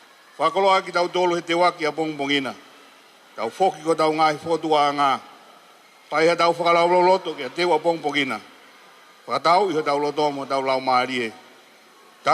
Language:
Tongan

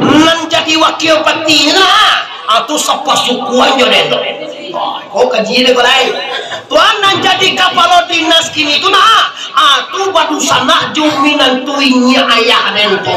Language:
Minangkabau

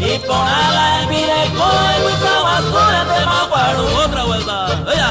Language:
Guarani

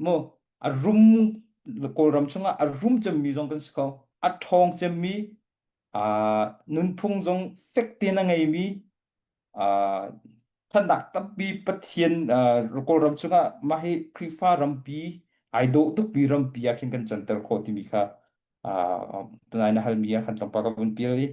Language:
Hakha Chin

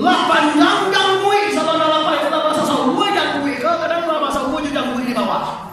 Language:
Minangkabau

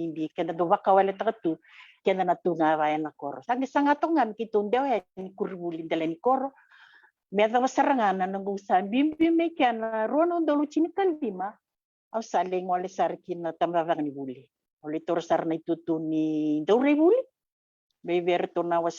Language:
Fijian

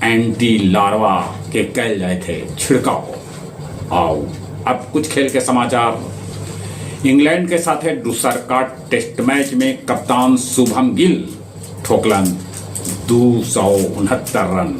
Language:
Magahi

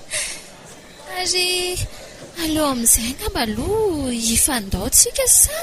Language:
Malagasy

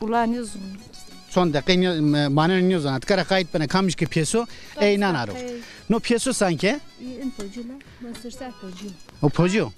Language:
Zaza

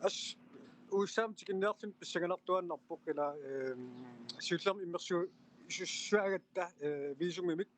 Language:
Kalaallisut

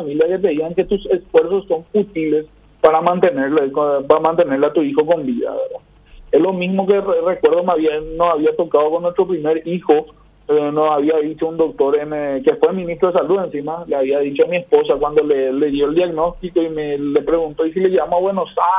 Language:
Spanish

